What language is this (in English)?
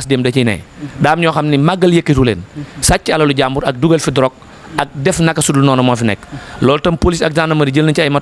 Wolof